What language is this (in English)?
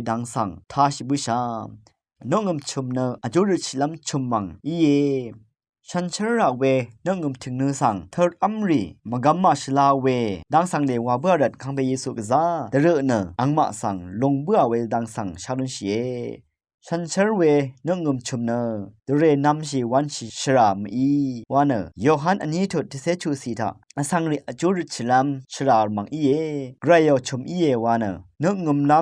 Rawang